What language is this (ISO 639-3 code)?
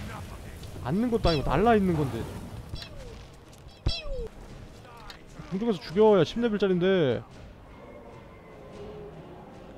kor